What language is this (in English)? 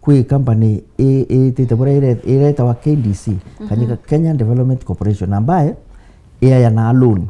Meru